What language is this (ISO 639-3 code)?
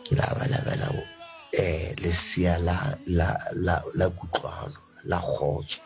sot